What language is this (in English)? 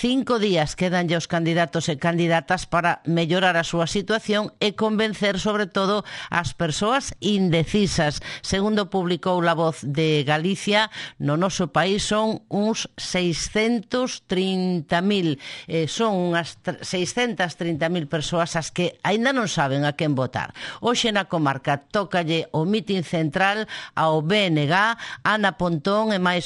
Galician